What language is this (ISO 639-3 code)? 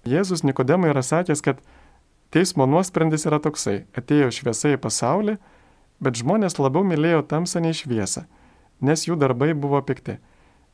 lit